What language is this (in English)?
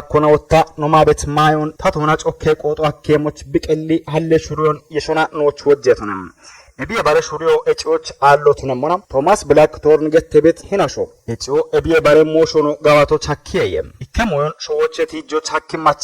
Kafa